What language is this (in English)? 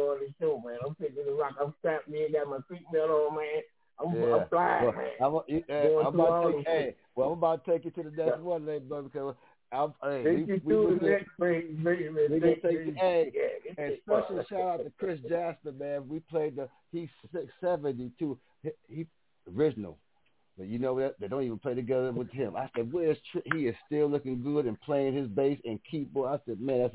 English